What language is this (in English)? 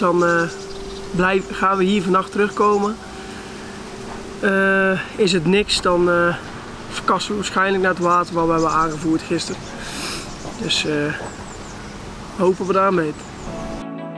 Dutch